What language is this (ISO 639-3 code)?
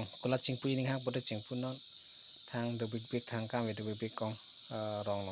mjw